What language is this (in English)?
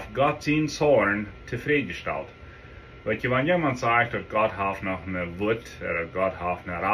Plautdietsch